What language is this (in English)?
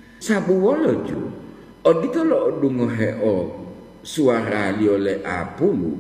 Gorontalo